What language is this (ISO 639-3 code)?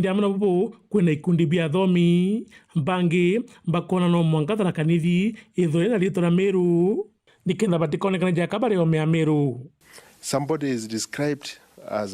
mer